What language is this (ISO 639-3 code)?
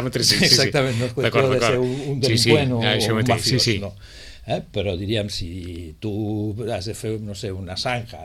cat